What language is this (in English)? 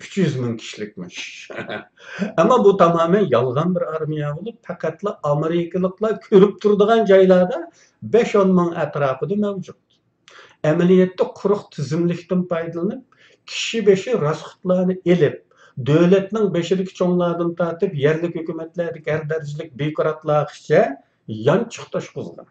Uyghur